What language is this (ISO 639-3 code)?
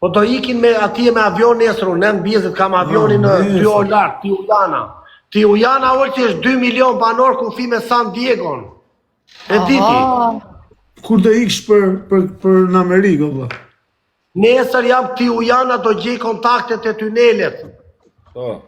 sqi